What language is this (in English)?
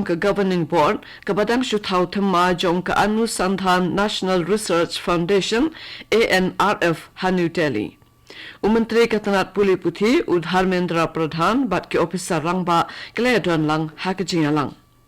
Khasi